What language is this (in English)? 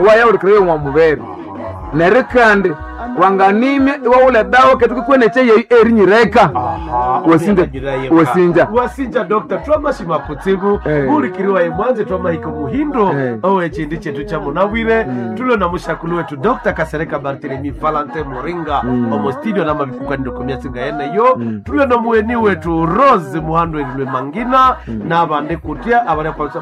Nande